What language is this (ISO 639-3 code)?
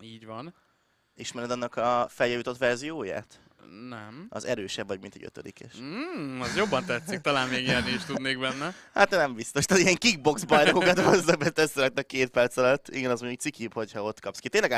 hun